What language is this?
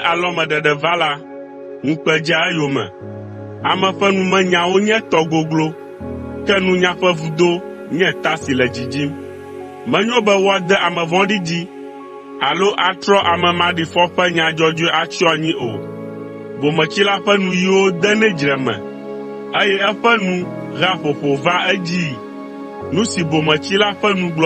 Ewe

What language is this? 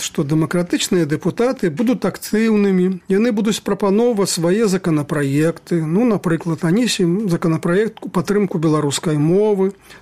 Belarusian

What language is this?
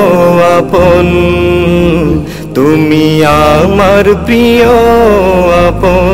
Bangla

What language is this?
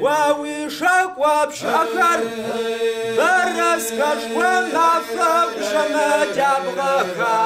Kabardian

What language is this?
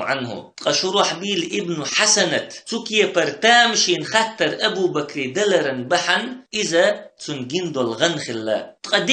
Chechen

